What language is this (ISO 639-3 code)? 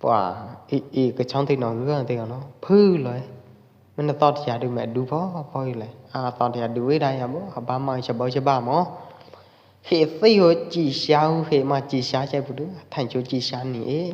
kjp